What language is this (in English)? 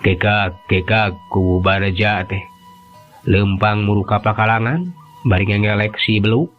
Sundanese